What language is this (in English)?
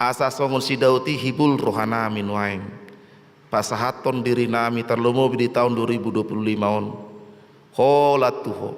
Batak Toba